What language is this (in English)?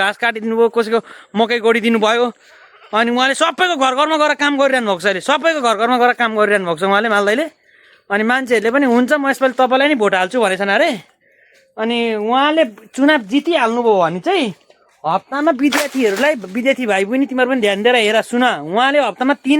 Nepali